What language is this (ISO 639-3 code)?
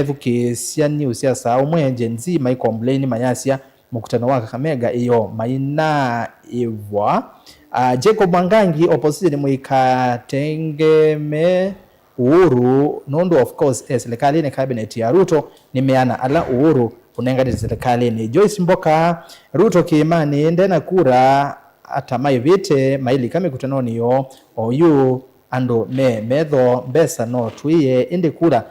kam